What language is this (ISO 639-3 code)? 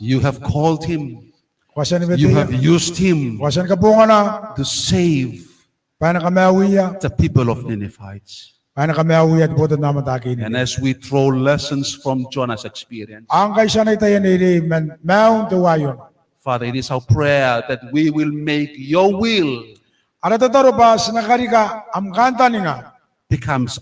gil